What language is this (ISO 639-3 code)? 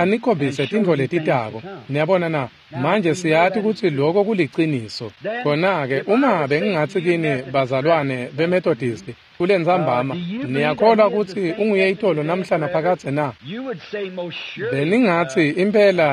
ssw